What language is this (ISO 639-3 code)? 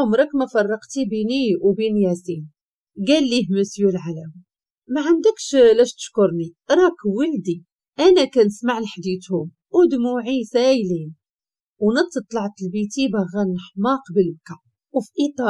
ary